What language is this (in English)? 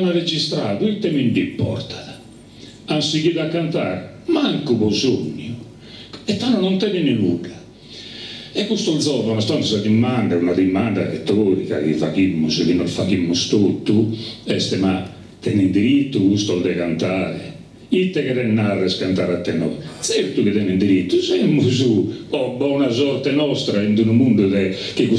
Sardinian